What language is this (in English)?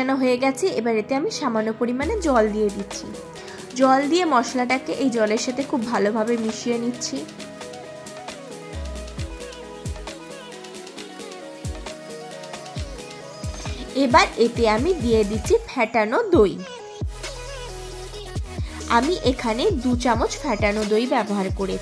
Bangla